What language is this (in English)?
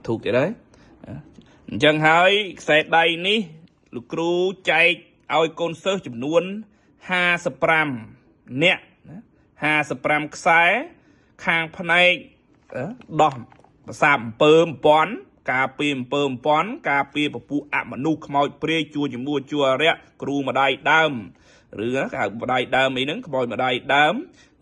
Khmer